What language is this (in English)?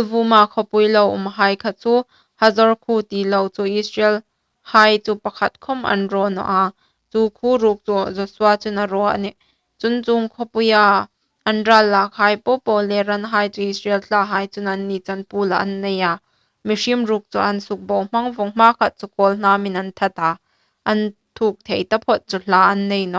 Hmar